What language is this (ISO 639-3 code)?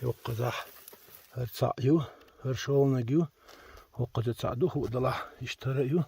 che